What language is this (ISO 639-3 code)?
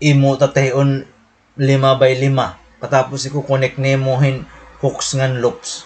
war